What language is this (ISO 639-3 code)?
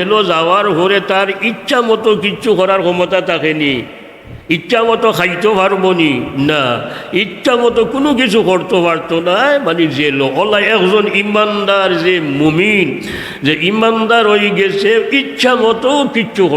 syl